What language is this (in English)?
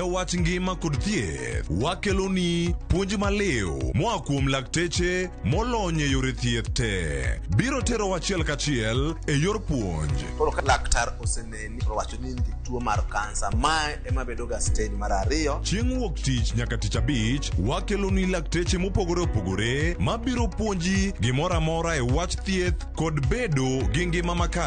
Luo (Kenya and Tanzania)